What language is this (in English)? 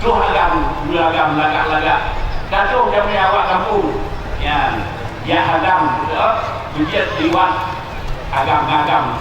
Achinese